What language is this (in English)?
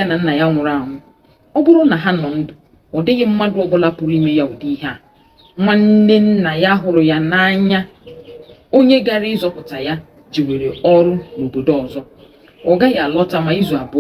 Igbo